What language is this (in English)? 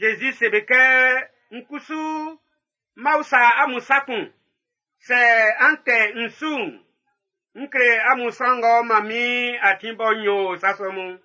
Baoulé